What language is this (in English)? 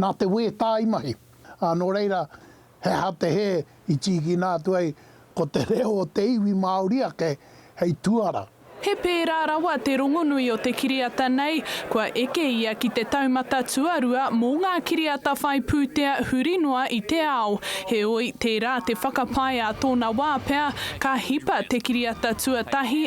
Māori